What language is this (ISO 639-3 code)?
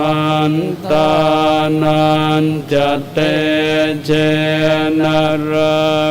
pli